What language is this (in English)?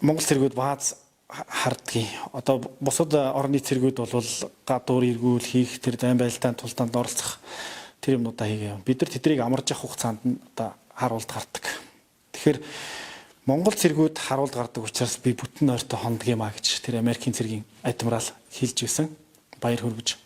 Mongolian